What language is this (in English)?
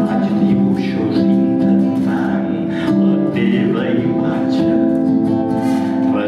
Catalan